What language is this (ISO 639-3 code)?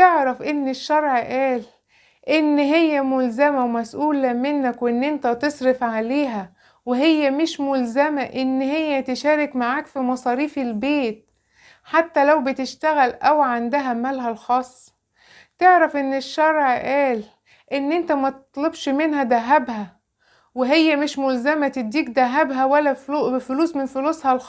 arz